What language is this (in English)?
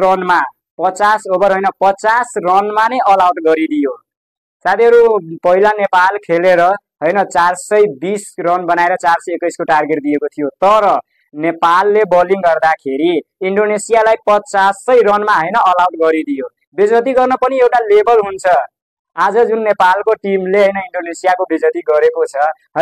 Nepali